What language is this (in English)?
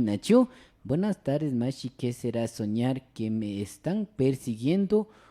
Imbabura Highland Quichua